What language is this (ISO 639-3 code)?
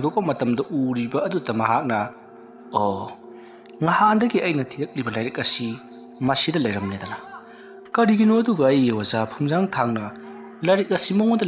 mni